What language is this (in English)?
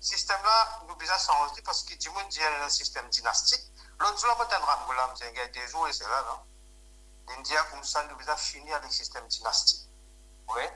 Morisyen